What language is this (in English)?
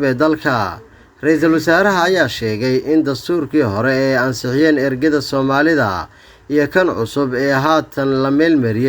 Somali